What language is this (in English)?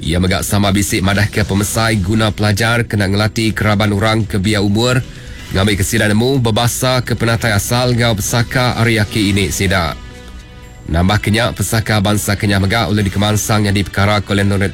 Iban